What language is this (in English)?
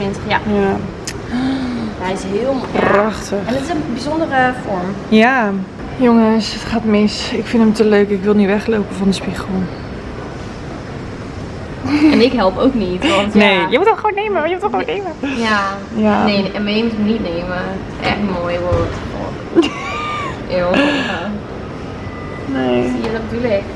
Dutch